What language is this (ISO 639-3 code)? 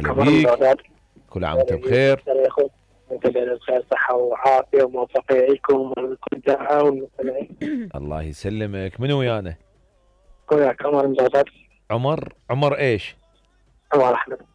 acm